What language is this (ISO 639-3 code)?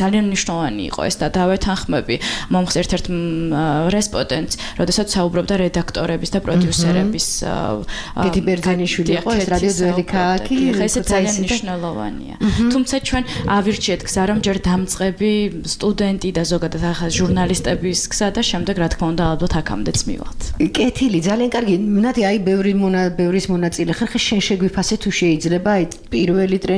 kat